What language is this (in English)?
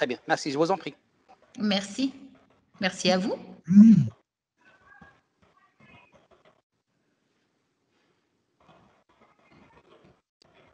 French